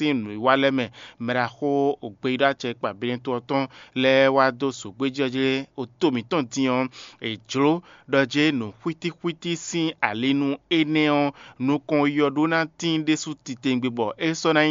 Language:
Fon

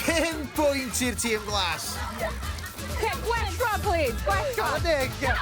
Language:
Welsh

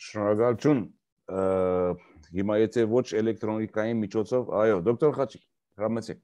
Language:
Armenian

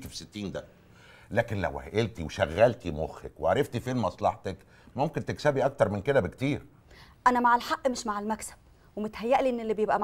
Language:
Egyptian Arabic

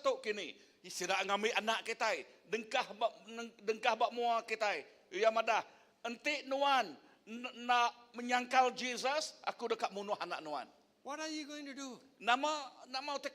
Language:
Iban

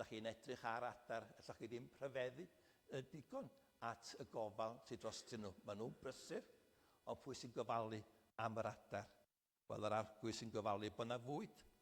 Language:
Welsh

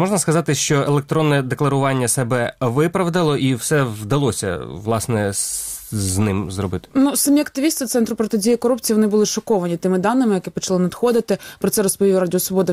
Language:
Ukrainian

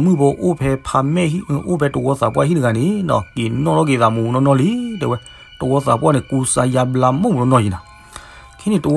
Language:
S'gaw Karen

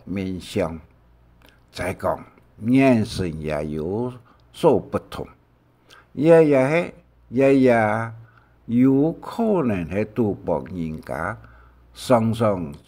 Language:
Hakka Chinese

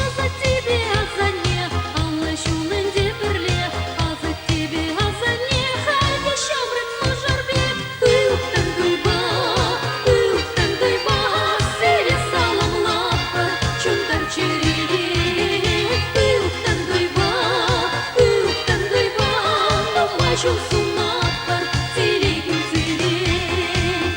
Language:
Chuvash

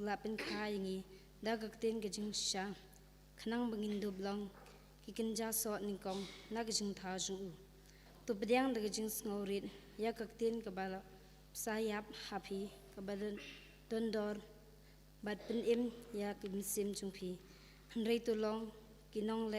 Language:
Khasi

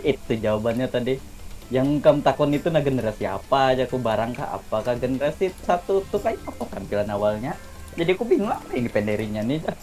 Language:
Banjar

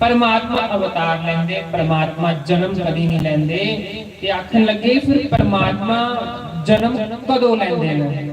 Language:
Dogri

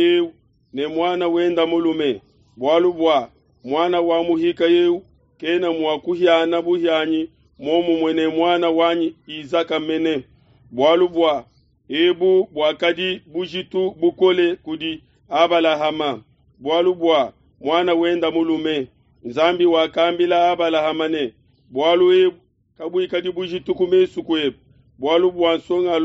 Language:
Luba-Lulua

